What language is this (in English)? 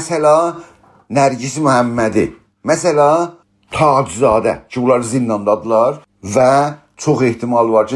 South Azerbaijani